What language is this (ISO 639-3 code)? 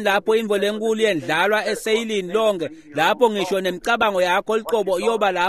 ssw